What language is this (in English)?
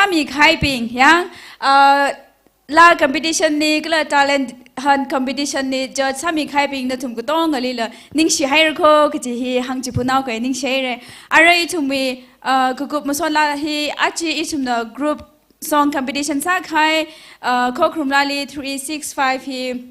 Tangkhul Naga (India)